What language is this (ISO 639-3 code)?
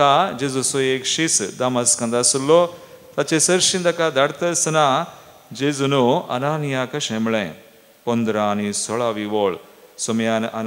kok